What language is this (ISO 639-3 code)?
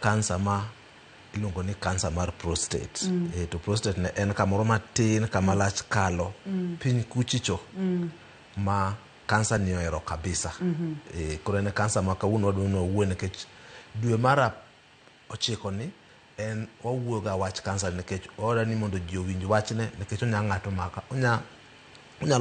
luo